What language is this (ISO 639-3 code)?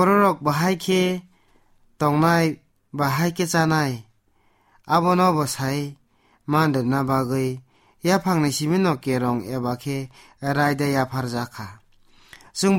trp